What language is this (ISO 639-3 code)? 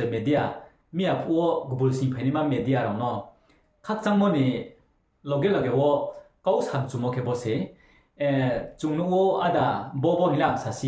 ria